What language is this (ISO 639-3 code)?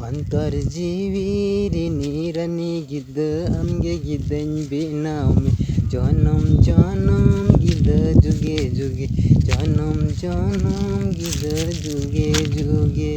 sat